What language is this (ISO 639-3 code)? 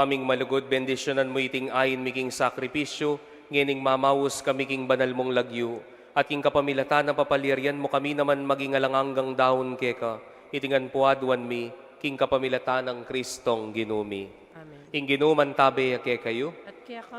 pam